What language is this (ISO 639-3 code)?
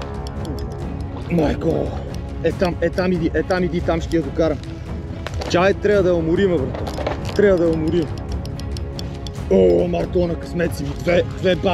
bul